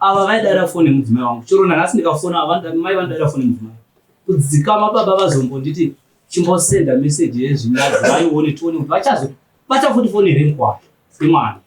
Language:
Shona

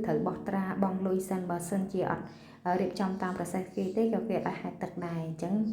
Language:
Khmer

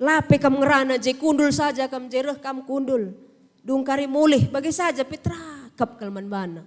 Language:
Batak Karo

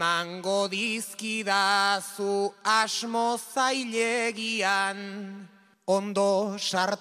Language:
Basque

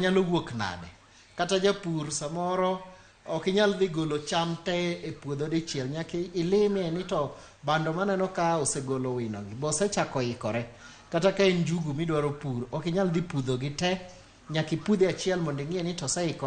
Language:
Luo (Kenya and Tanzania)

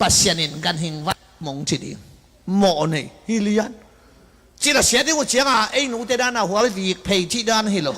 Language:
Tedim Chin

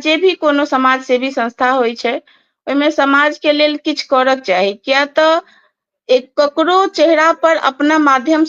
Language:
Maithili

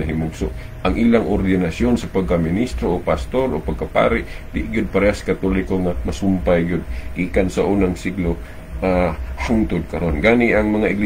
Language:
Cebuano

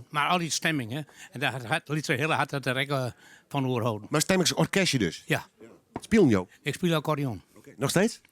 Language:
Western Frisian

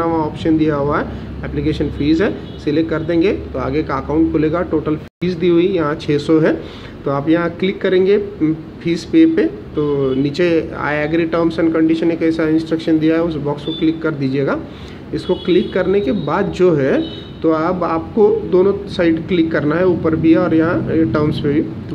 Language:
Hindi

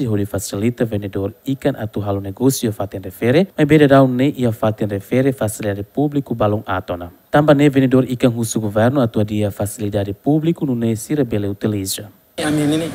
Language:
Tetum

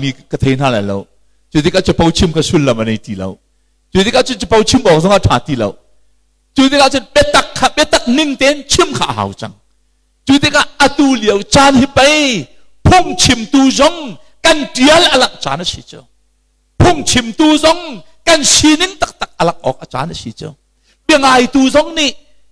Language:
Hakha Chin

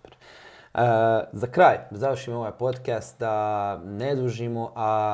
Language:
Croatian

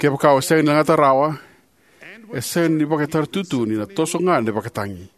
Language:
Fijian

